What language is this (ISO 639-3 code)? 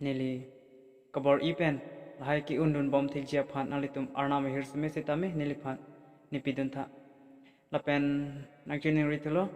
mjw